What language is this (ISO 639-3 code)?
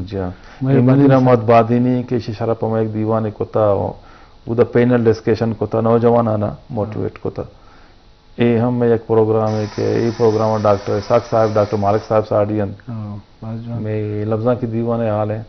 bgp